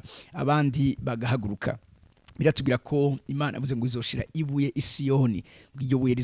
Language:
Rundi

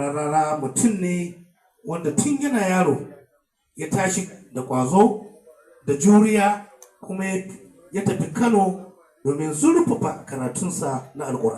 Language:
Hausa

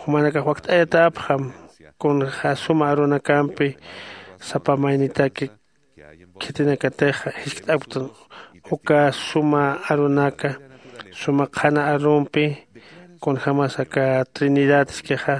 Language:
Aymara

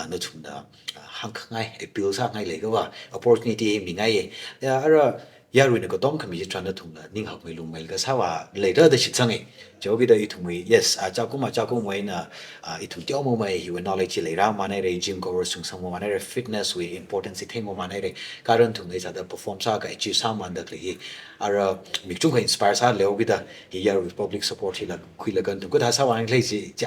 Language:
Tangkhul Naga (India)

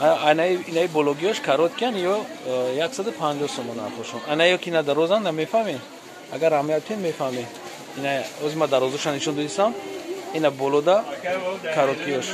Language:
Tajik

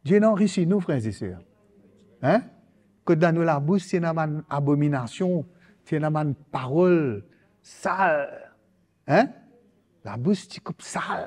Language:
Morisyen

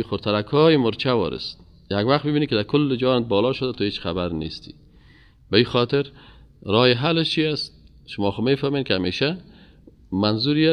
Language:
Persian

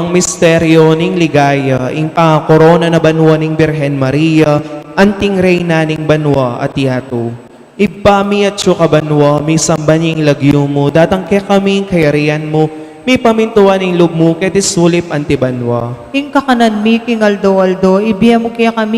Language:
Pampanga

